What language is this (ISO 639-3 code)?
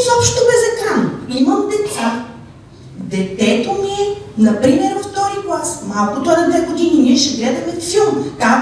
bul